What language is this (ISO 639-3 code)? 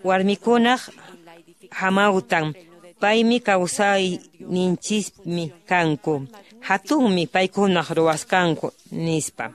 que